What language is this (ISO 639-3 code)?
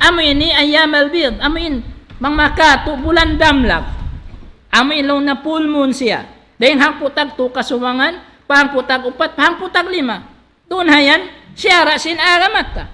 tsg